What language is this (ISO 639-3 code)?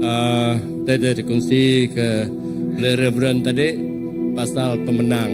iba